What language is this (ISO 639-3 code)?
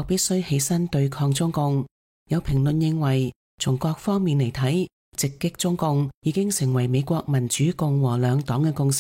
yue